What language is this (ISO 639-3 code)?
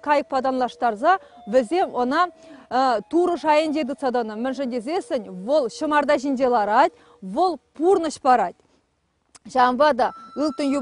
chv